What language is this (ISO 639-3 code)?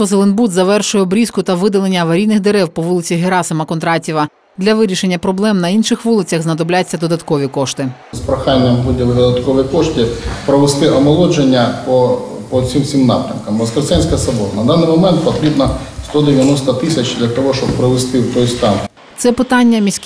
ukr